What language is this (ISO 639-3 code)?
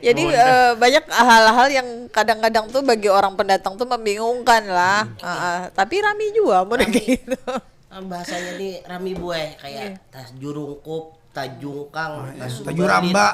bjn